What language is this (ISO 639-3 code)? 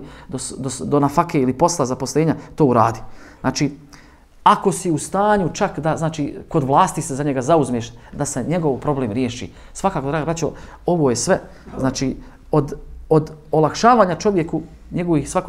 bos